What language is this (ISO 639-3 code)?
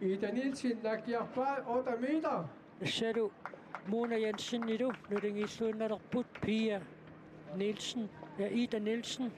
kal